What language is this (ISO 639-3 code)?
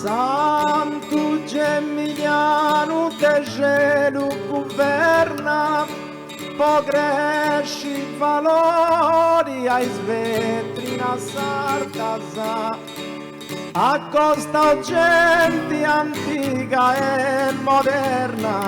srd